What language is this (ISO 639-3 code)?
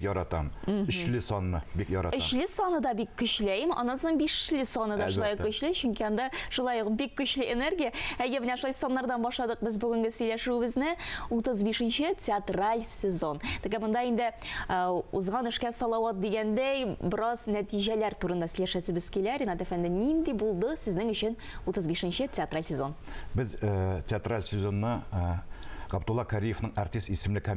tat